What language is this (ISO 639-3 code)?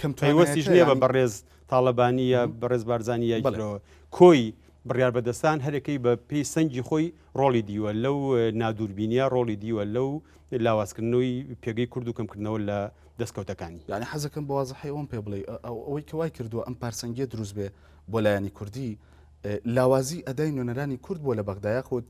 ckb